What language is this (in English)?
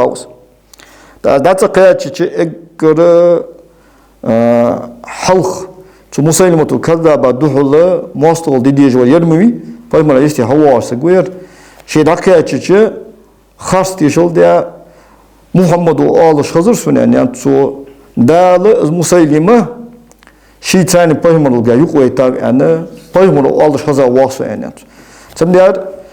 Ingush